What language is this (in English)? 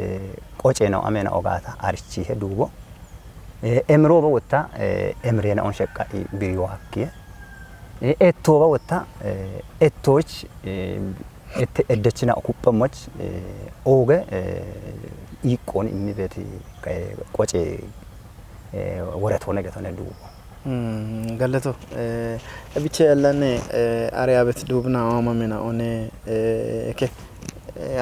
Kafa